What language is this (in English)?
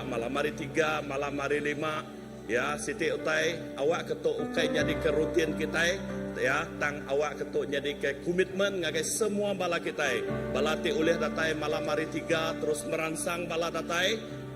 Iban